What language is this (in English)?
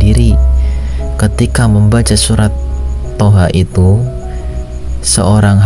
Indonesian